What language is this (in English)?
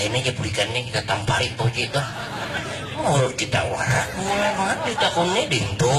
Banjar